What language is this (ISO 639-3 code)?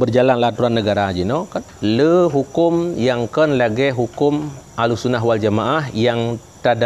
ace